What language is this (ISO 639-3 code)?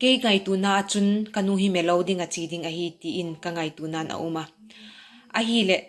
vap